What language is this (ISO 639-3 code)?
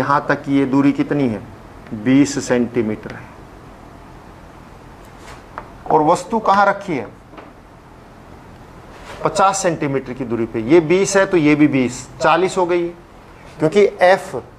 hin